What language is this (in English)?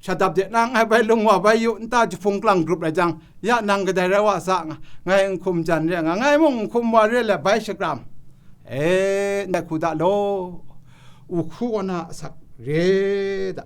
Kachin